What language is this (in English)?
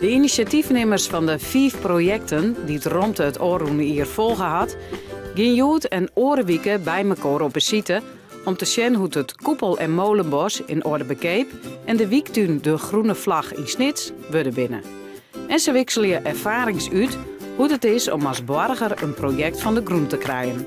Western Frisian